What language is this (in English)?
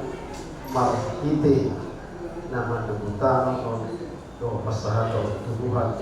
Batak Toba